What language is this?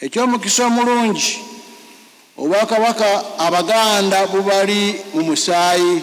Ganda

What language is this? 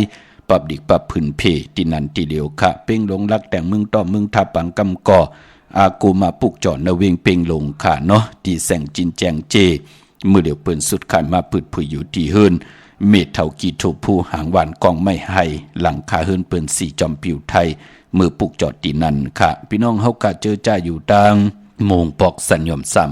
Shan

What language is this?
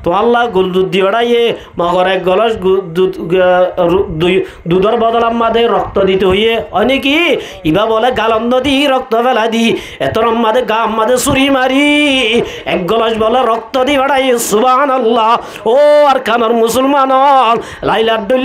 Rohingya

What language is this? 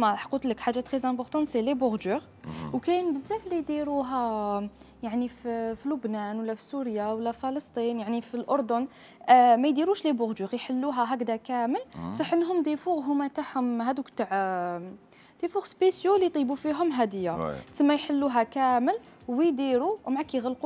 Algerian Arabic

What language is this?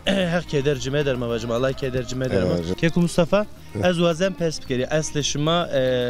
Zaza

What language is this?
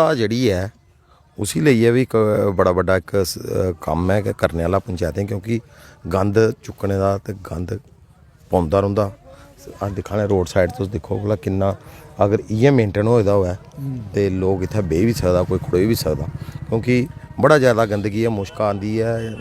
Dogri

